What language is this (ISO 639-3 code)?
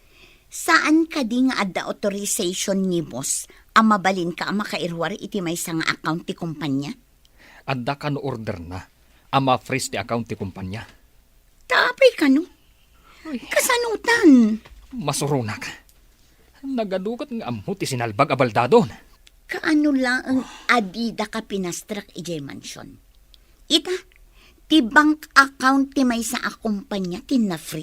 ilo